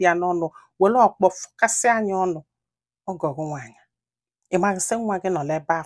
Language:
Igbo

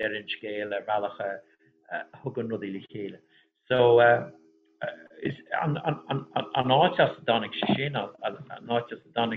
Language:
Irish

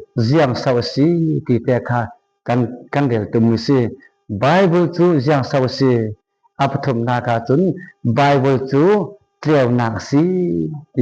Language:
Falam Chin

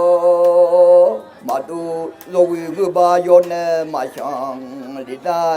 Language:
Akha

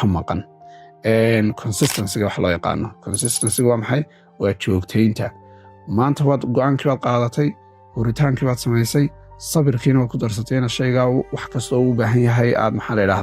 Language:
Somali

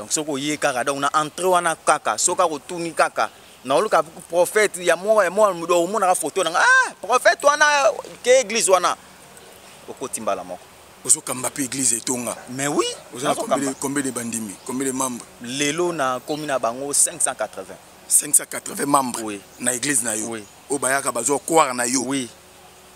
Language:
Lingala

